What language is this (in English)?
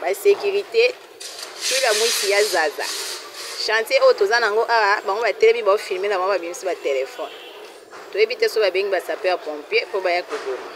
Lingala